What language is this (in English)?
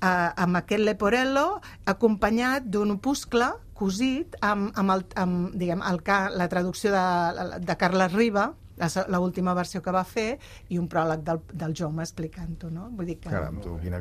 Catalan